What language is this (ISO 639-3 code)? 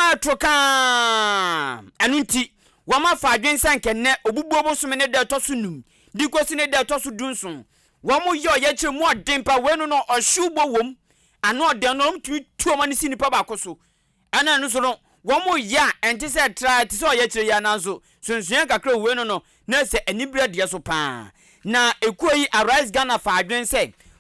aka